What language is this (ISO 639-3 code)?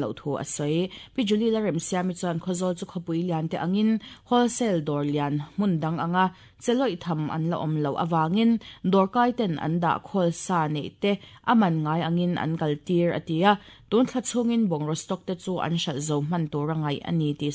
lus